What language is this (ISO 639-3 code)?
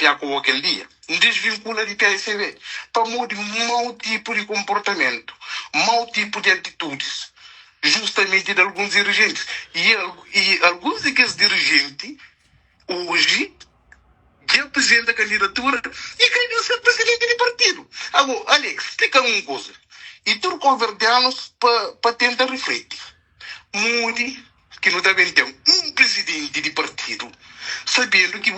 kea